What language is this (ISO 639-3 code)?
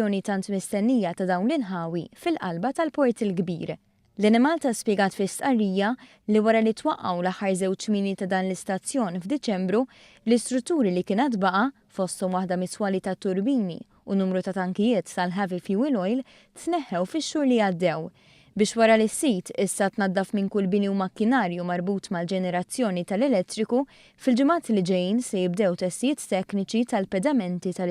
mlt